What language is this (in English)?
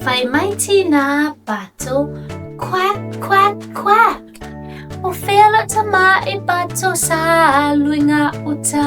Samoan